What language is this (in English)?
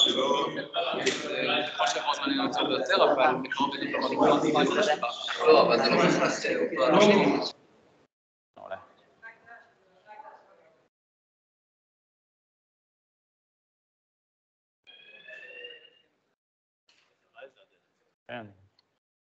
Hebrew